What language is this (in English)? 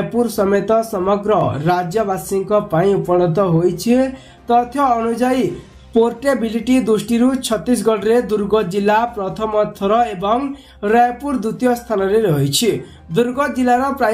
Odia